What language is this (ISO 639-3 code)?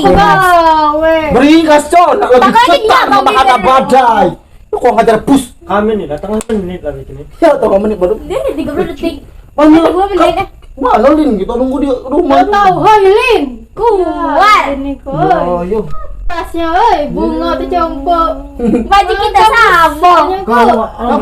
mui